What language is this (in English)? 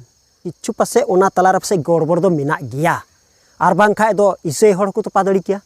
Santali